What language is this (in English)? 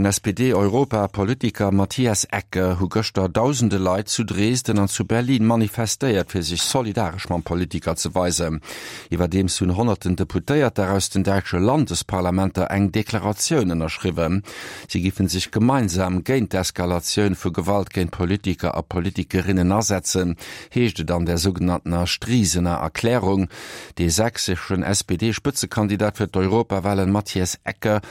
Luxembourgish